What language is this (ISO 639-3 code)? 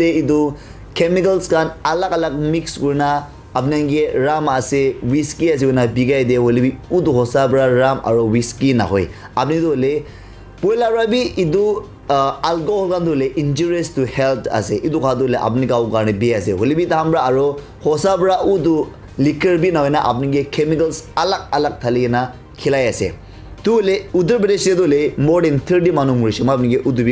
nag